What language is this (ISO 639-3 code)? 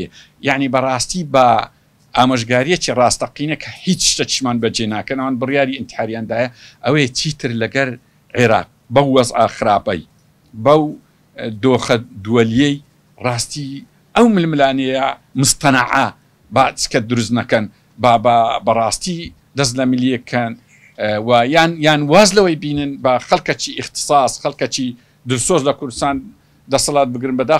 ckb